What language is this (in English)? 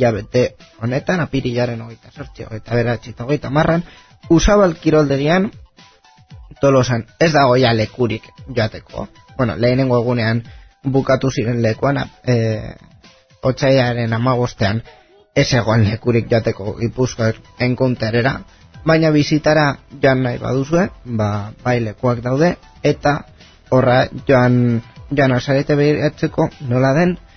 Basque